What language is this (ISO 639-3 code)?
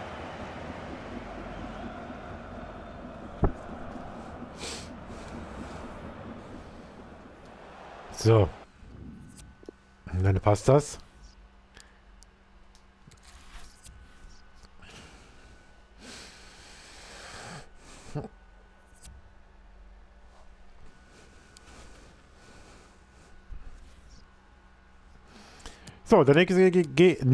deu